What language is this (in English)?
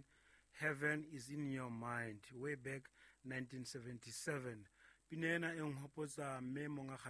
Southern Sotho